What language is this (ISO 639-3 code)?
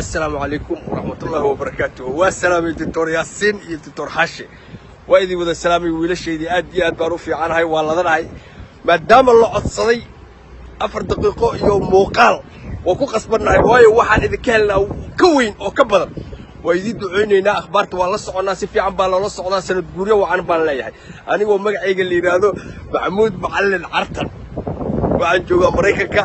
som